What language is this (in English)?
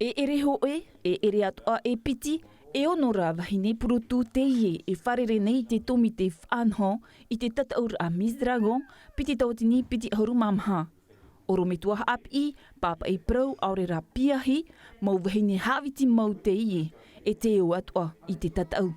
Tahitian